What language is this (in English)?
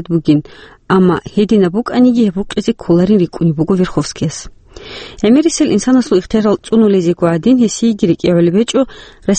Avaric